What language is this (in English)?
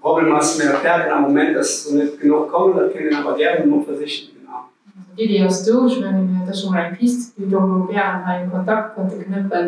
Luxembourgish